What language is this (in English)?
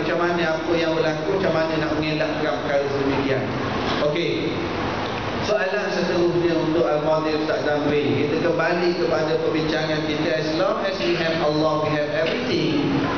Malay